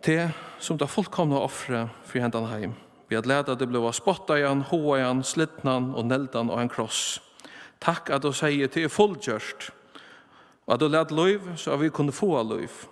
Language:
Faroese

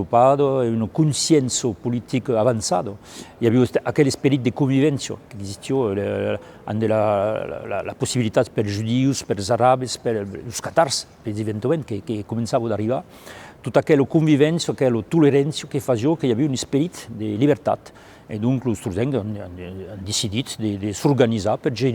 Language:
Occitan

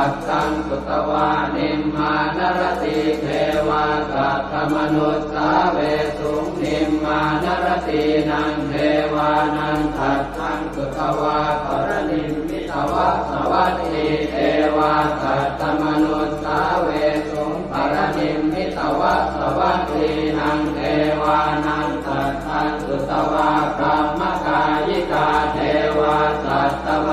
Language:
Pali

